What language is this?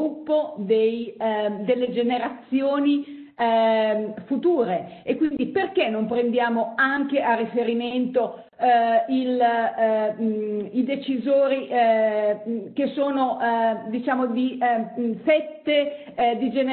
Italian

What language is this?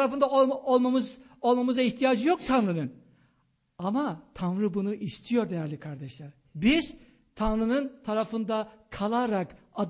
Turkish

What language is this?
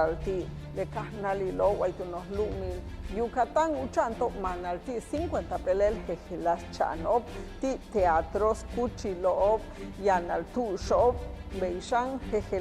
Yucateco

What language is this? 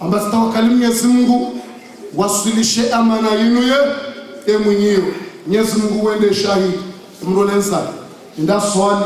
Ngazidja Comorian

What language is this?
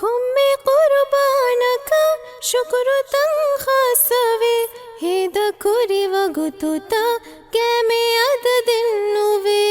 Divehi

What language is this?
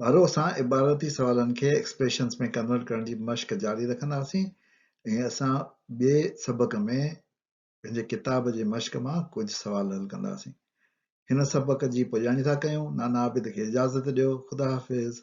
Sindhi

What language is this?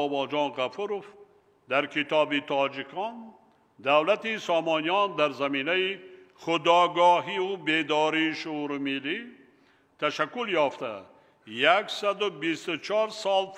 Tajik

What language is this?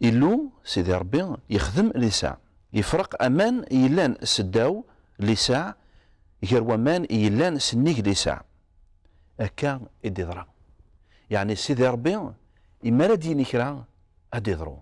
Kabyle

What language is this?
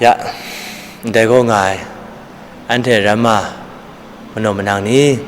Kachin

